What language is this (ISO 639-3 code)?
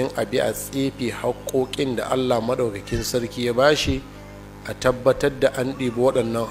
hau